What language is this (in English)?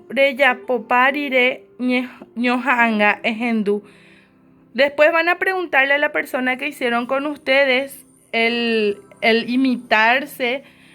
Guarani